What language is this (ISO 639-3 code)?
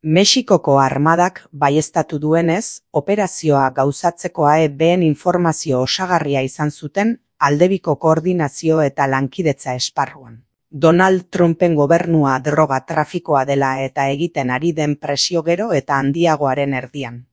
eus